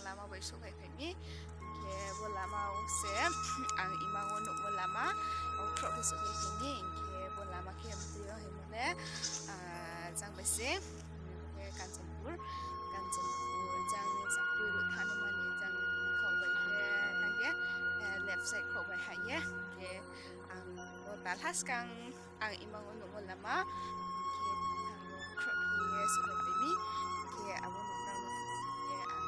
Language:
Riang (India)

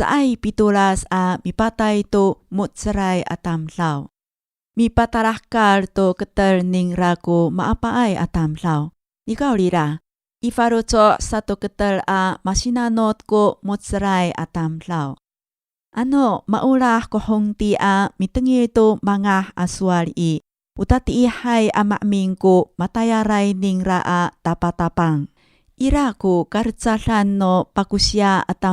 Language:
Amis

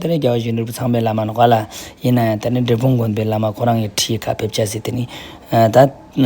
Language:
Ladakhi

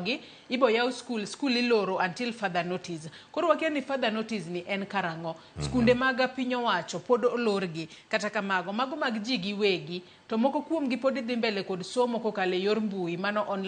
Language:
Luo (Kenya and Tanzania)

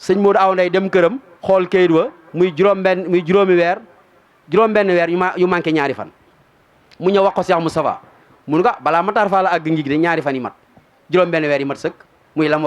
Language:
Wolof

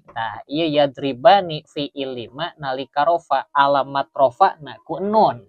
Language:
Sundanese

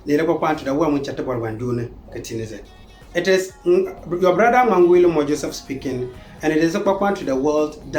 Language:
Konkomba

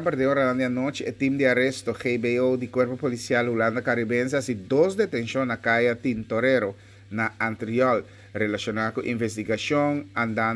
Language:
Papiamento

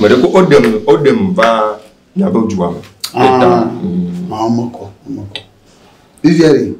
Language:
Ewe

